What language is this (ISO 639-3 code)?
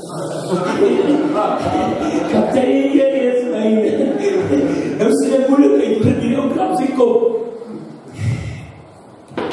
afr